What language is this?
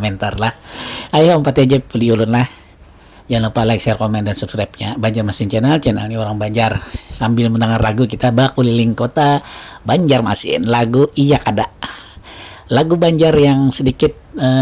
Banjar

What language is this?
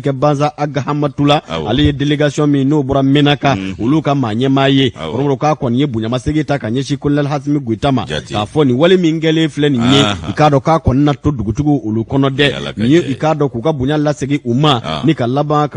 Bambara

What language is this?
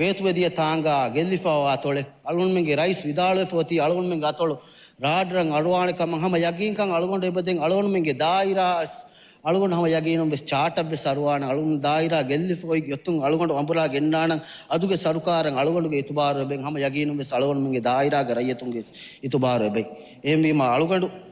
Divehi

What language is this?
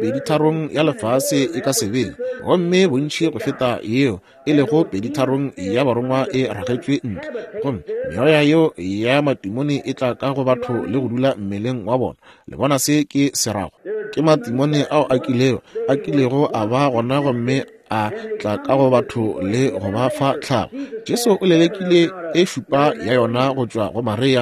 Northern Sotho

